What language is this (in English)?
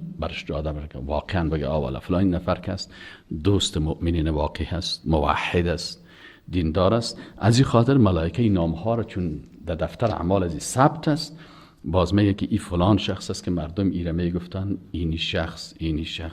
Persian